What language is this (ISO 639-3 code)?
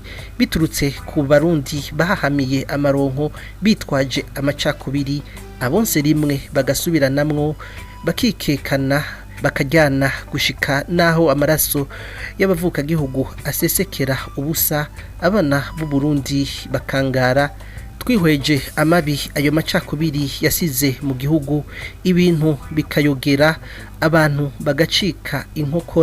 run